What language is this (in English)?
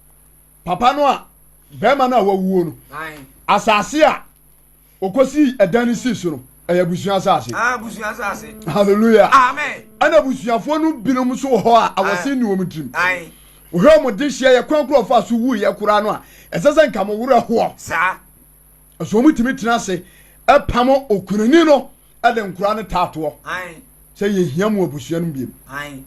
Akan